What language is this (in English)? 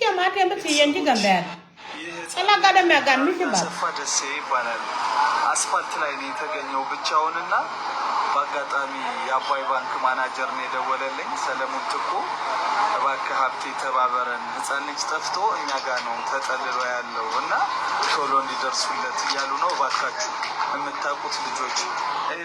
Nuer